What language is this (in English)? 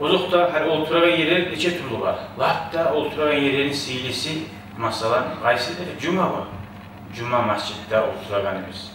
Kumyk